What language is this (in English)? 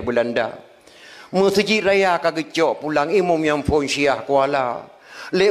Achinese